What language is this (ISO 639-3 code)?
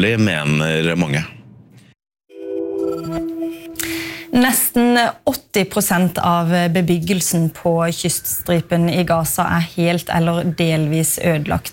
nor